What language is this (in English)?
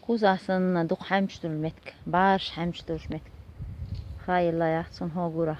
Chechen